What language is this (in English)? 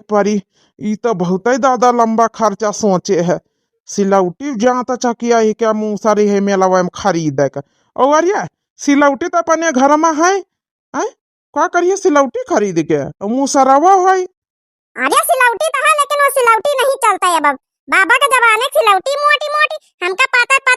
Awadhi